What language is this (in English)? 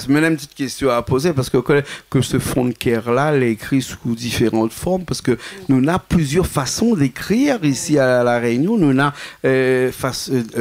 Réunion Creole French